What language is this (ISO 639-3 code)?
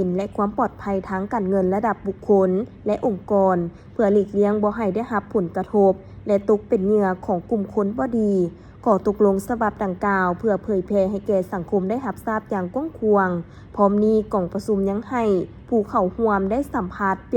lao